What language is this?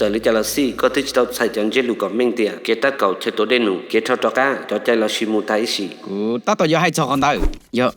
Hmong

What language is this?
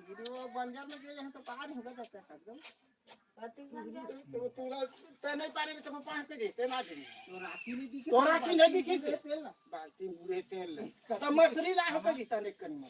Chhattisgarhi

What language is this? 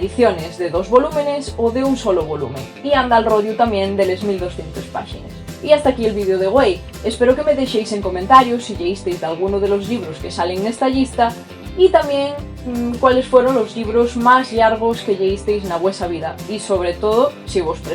Asturian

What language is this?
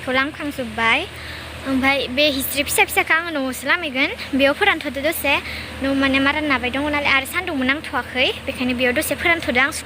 Bodo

